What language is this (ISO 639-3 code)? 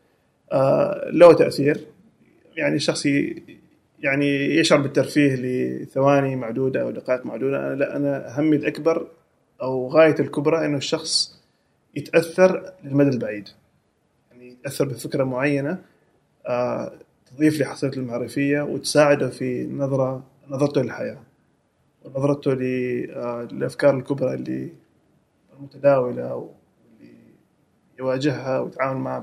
afb